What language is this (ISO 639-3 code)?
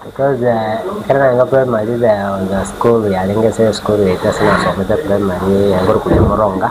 guz